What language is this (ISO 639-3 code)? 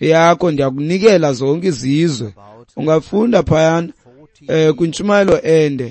xho